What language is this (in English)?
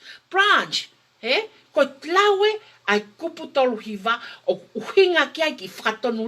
Tongan